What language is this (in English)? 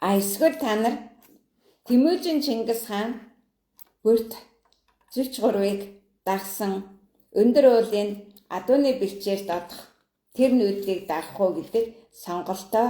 Mongolian